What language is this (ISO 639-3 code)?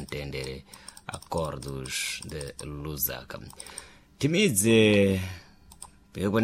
seh